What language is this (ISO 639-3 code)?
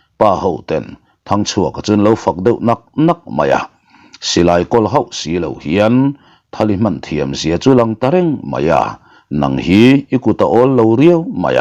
lus